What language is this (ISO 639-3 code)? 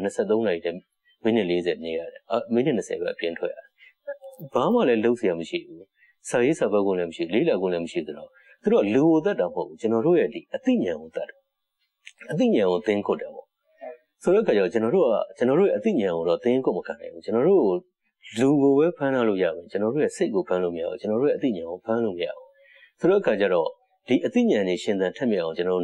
mya